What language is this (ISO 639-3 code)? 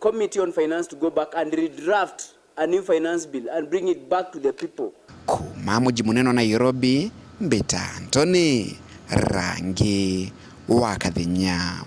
mer